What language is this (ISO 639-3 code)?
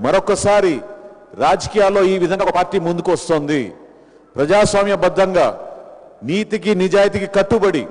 tel